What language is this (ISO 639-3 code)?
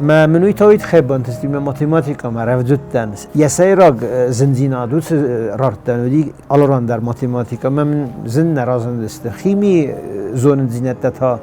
oss